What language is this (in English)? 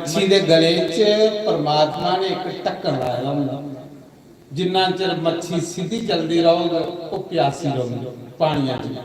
Dogri